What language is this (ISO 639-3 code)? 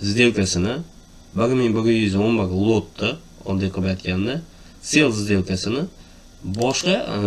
uzb